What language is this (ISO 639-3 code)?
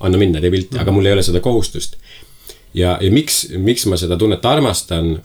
est